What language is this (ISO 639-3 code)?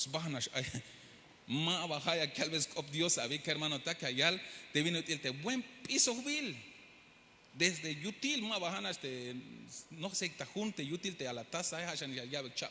tzh